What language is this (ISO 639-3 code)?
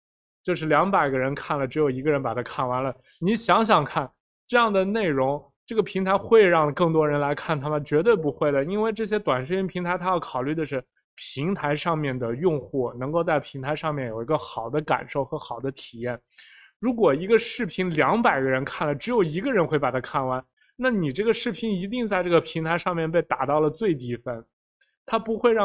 zho